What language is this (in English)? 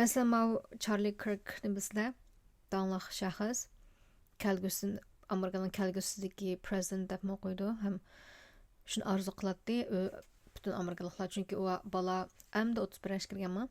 Uyghur